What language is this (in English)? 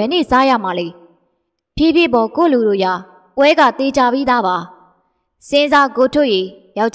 Burmese